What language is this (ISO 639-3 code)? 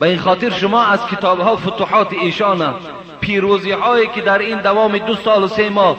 fas